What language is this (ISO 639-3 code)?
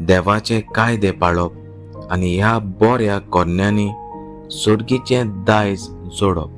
kok